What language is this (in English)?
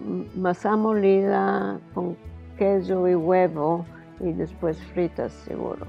Ladino